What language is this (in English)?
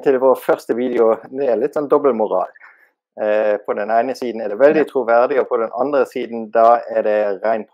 Norwegian